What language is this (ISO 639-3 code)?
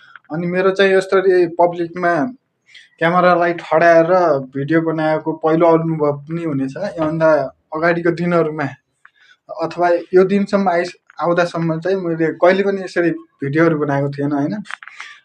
nep